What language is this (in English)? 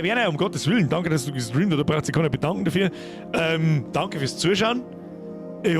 Bavarian